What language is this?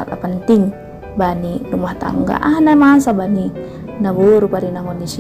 Batak Simalungun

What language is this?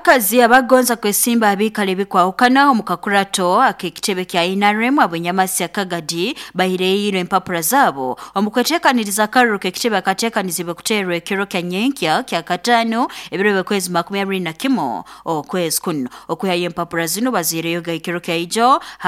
Nyoro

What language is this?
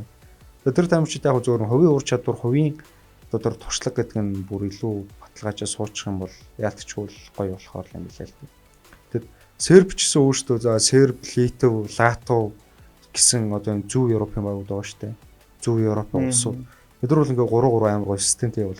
Mongolian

